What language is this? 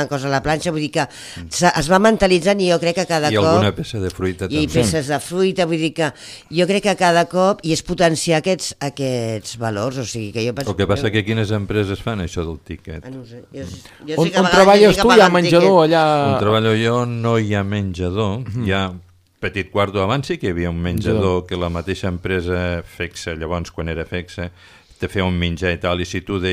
Catalan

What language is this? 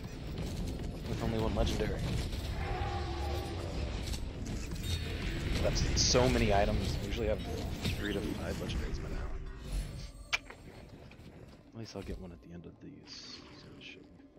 English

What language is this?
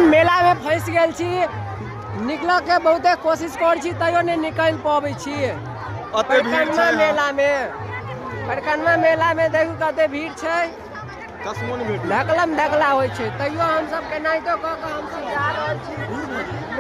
Maithili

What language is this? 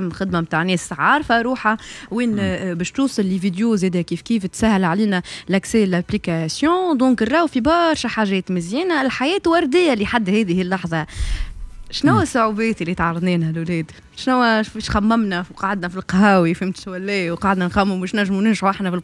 Tunisian Arabic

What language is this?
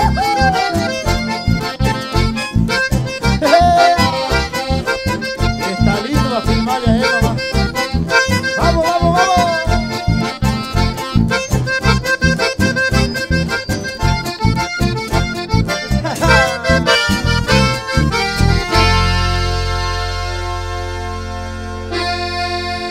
Spanish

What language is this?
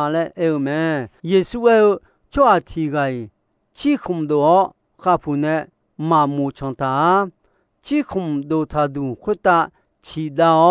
Akha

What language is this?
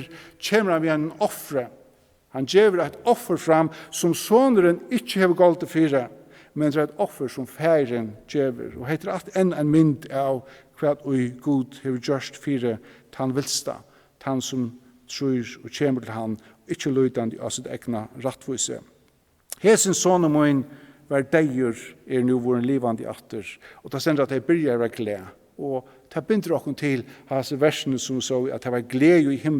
Faroese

